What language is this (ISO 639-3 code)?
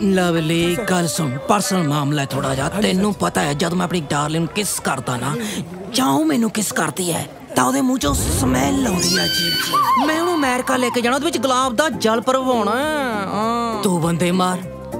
pan